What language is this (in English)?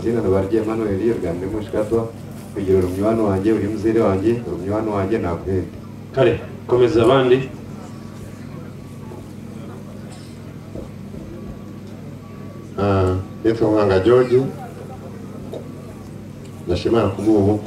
Kinyarwanda